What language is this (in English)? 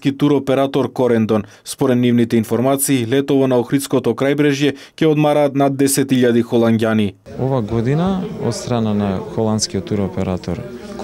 Macedonian